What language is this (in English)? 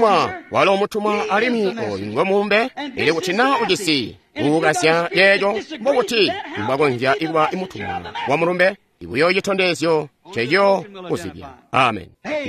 Tonga (Zambia)